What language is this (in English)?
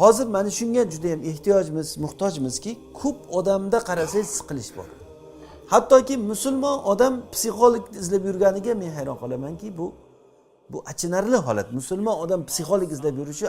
Uzbek